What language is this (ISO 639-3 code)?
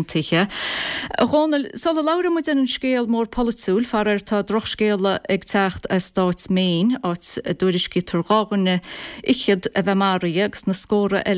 gle